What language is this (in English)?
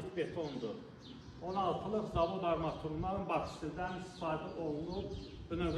Azerbaijani